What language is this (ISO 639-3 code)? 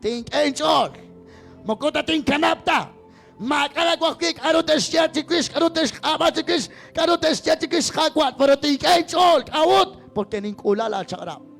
kek